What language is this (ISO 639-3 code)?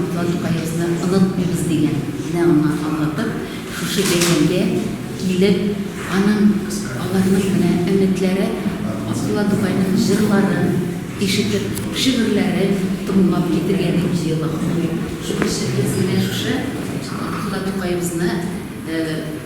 tat